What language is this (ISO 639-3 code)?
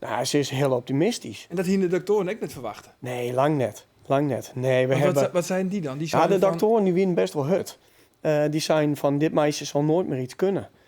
fry